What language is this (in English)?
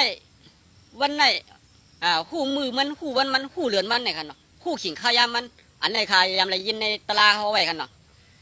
Shan